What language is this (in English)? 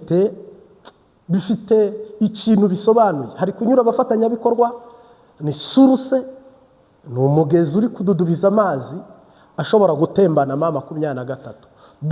Kinyarwanda